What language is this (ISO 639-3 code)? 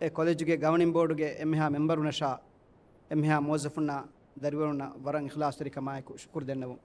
div